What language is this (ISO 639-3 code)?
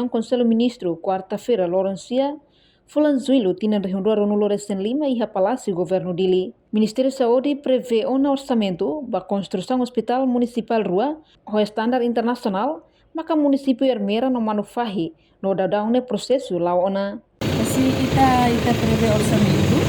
tet